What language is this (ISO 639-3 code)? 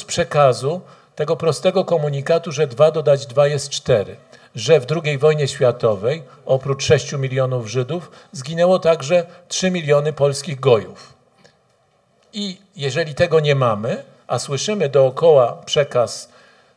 pol